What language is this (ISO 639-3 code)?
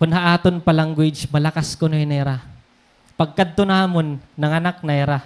war